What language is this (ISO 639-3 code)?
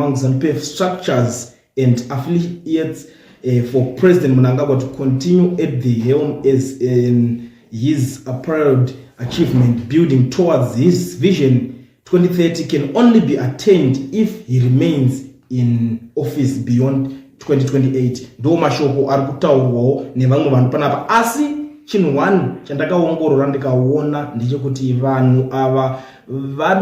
sna